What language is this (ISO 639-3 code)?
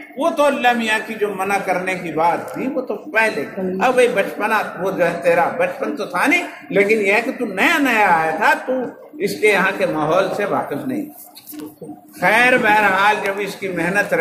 urd